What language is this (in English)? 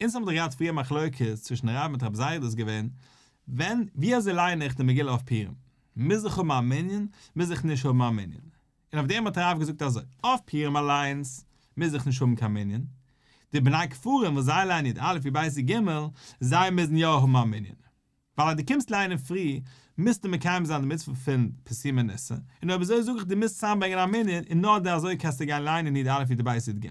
Yiddish